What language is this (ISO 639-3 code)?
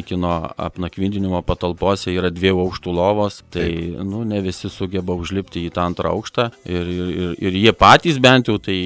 lit